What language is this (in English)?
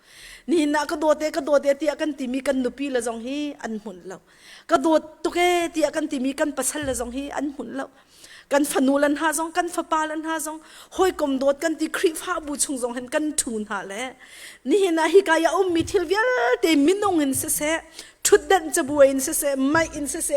Hakha Chin